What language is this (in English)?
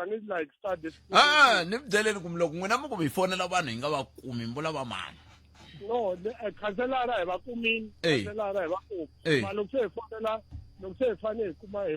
Tsonga